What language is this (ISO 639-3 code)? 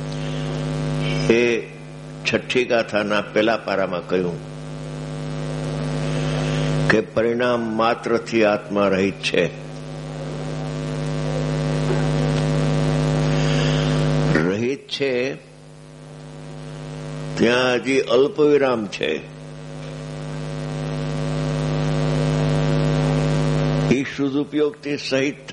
guj